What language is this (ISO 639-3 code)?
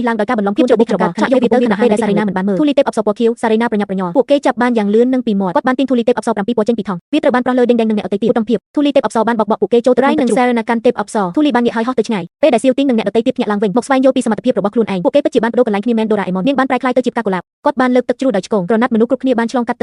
khm